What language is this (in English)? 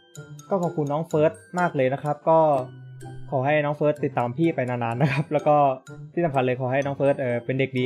Thai